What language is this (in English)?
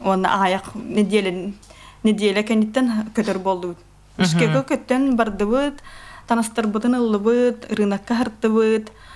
Yakut